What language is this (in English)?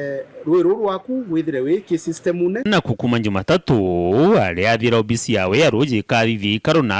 Meru